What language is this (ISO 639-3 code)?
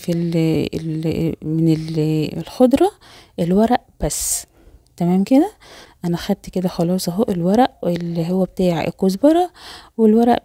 arz